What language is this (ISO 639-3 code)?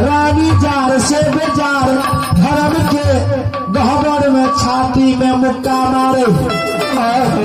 mai